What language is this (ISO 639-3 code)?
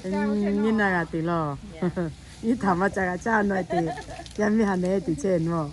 lhu